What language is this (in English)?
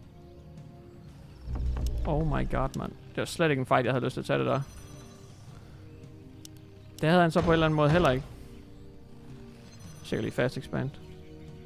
Danish